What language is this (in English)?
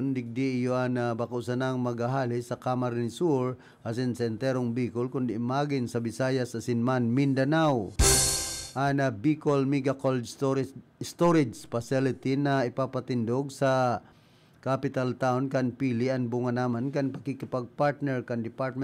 Bikol